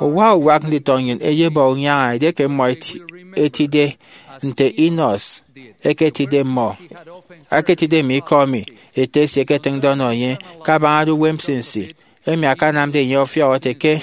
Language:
Efik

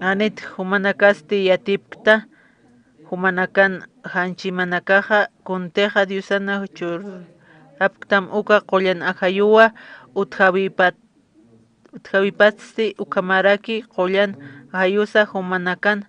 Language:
Aymara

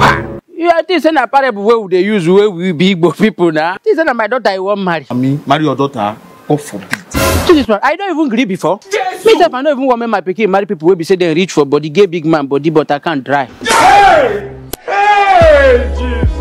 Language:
Nigerian Pidgin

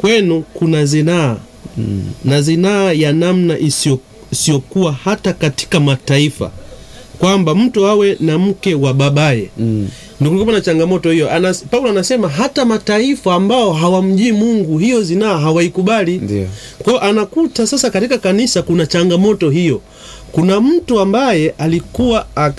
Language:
Swahili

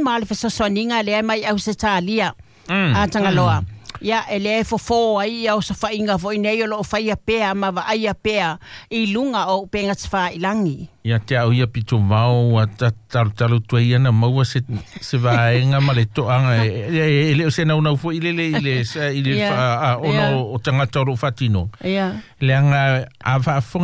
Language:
Samoan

